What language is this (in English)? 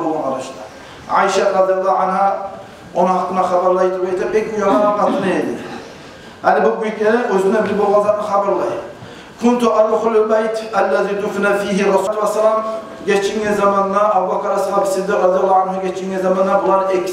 Kumyk